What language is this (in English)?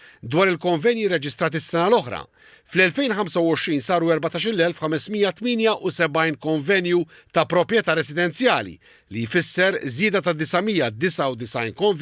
Maltese